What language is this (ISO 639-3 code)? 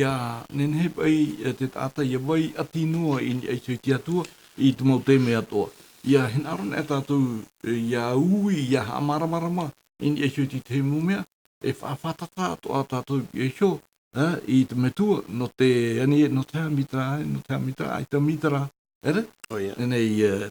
tah